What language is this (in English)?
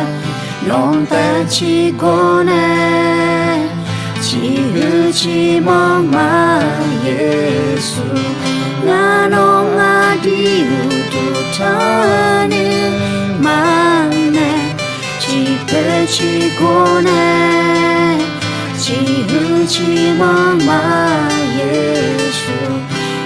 Akha